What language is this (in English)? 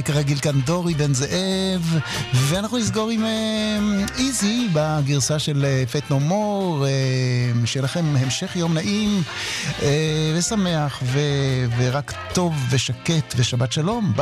Hebrew